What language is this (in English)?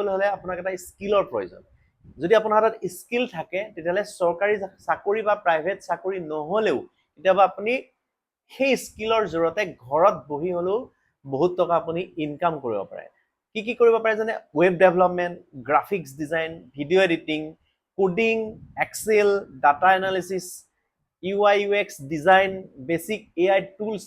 Assamese